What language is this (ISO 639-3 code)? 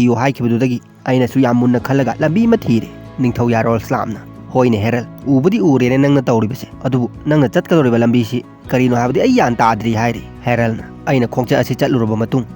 mni